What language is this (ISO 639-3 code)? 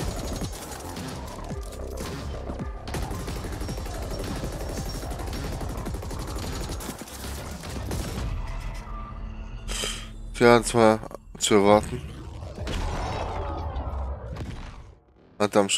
deu